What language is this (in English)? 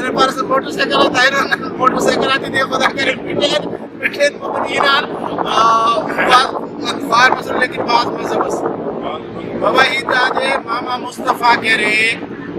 Brahui